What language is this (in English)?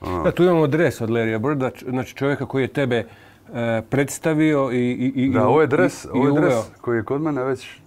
Croatian